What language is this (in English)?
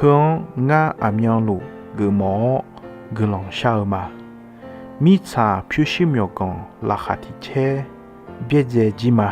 Akha